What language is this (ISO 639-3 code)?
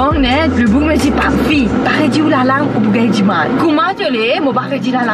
mfe